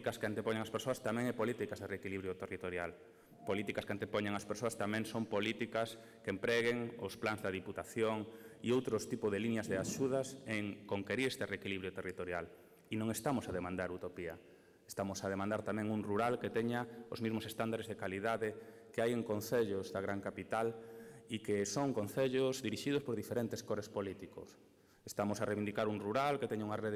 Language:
Galician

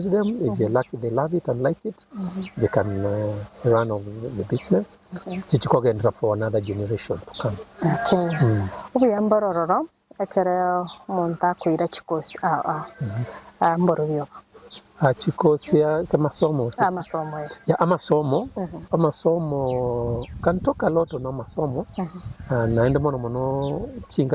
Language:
Gusii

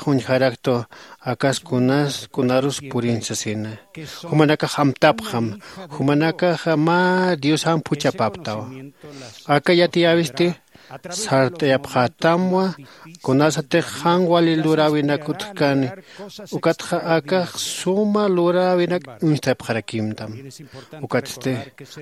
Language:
Aymara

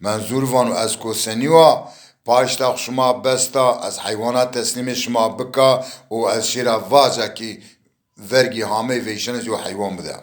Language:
Zaza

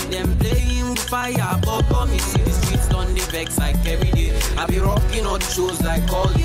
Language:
Nigerian Pidgin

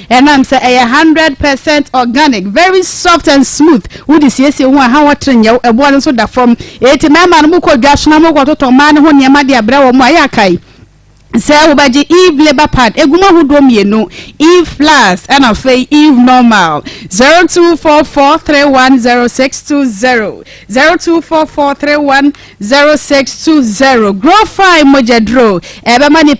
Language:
Akan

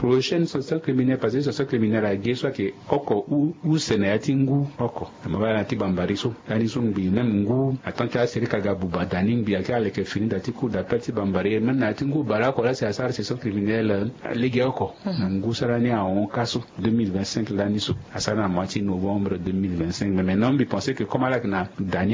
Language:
Sango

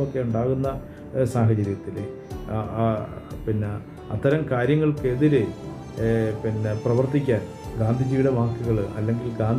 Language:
Malayalam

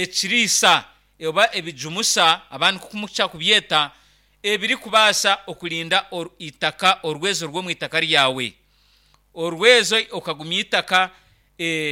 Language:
Nyankole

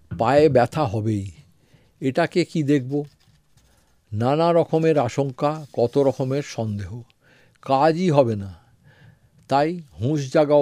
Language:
Bangla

